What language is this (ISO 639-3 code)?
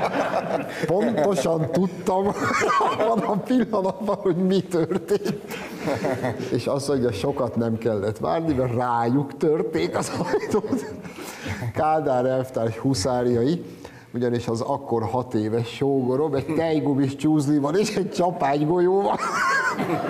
hun